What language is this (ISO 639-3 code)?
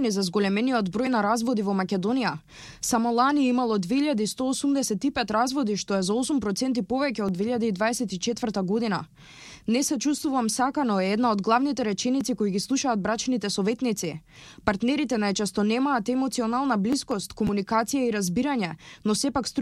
mkd